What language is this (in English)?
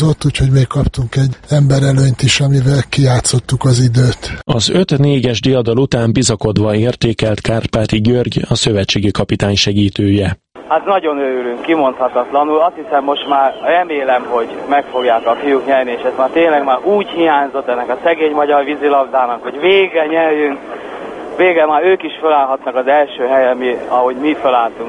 Hungarian